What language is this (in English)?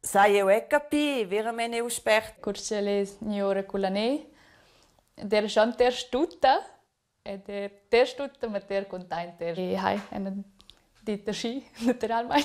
Romansh